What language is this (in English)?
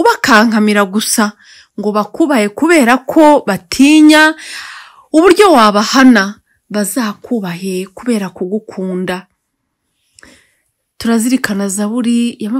Kinyarwanda